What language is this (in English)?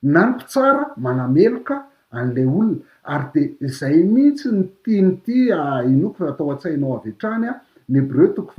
Malagasy